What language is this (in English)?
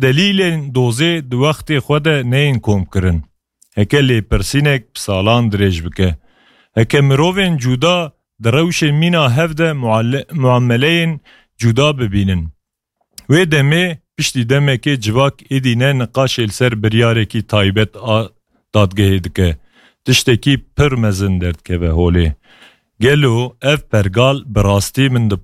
Kurdish